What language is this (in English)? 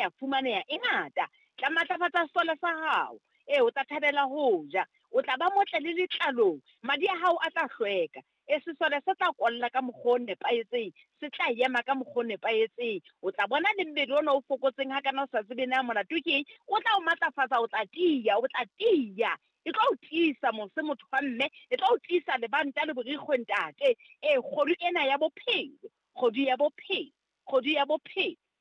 Southern Sotho